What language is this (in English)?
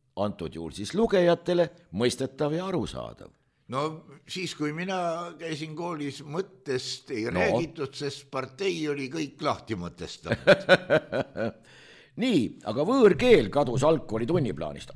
Estonian